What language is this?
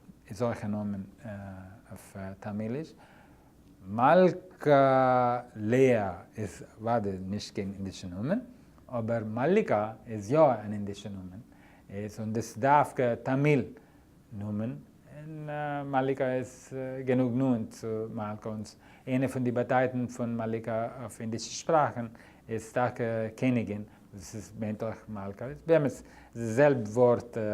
Yiddish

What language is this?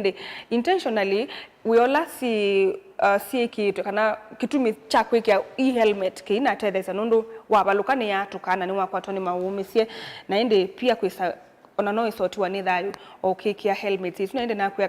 Kamba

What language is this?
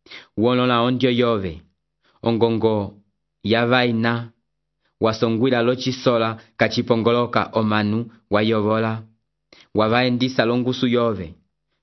Umbundu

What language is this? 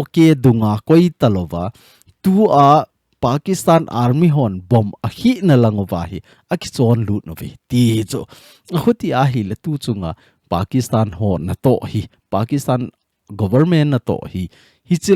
Thado Chin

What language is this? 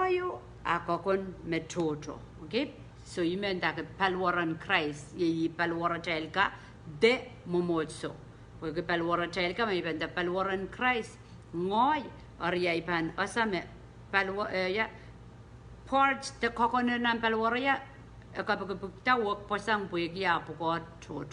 Pohnpeian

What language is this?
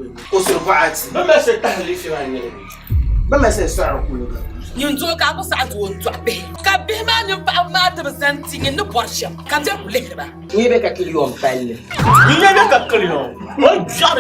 Dagbani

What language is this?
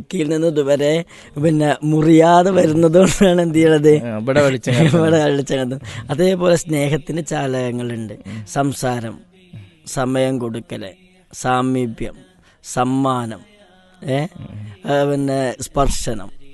Malayalam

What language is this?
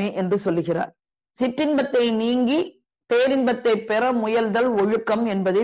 Tamil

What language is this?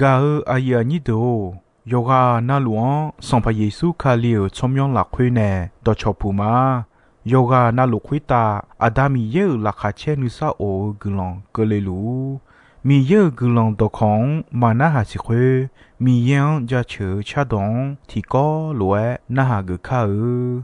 Akha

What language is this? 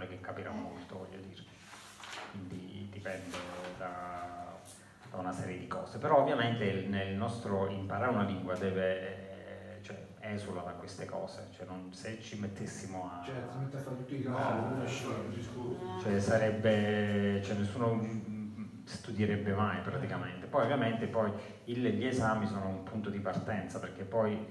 Italian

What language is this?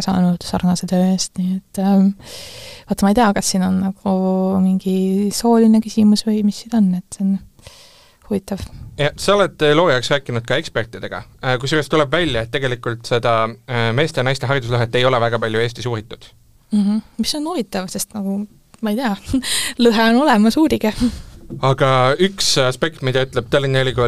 Estonian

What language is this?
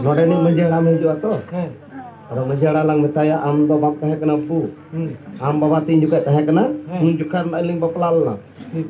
Santali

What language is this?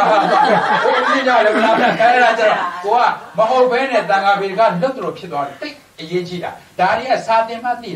Burmese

